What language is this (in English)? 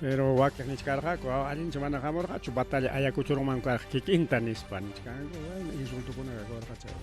Ayacucho Quechua